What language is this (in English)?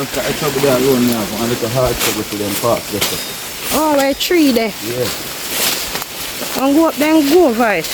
Jamaican Creole English